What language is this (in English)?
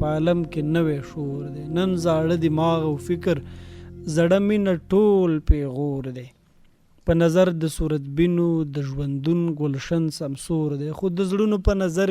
Pashto